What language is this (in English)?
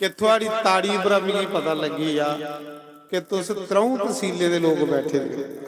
Dogri